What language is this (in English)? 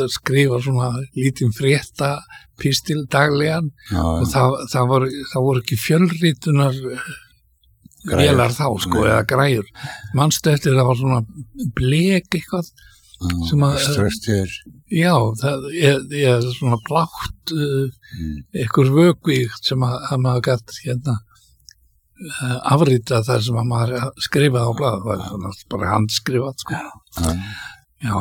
Icelandic